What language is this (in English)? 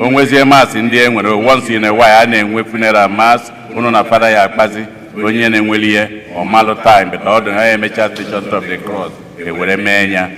Igbo